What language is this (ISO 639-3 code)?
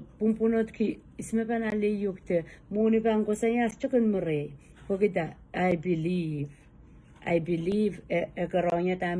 pon